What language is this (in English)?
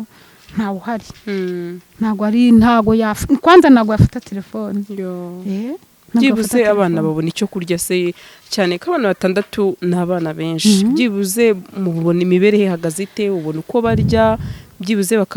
Kinyarwanda